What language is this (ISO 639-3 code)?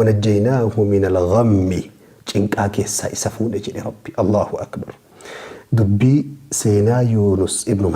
orm